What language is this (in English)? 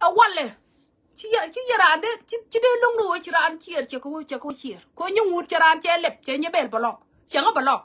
Nuer